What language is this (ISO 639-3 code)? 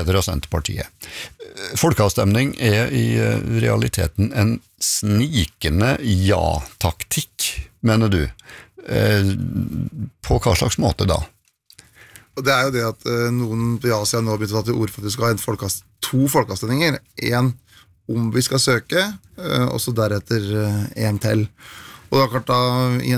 nor